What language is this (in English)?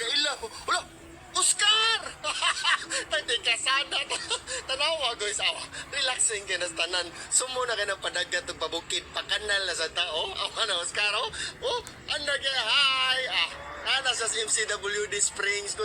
Surigaonon